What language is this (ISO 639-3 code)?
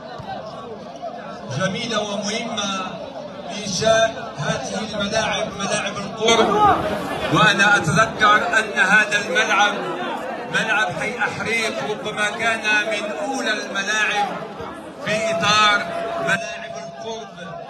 ary